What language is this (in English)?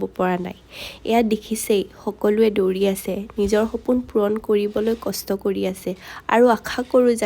Assamese